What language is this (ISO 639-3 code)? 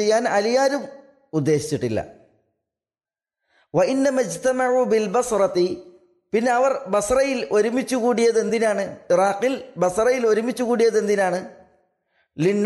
mal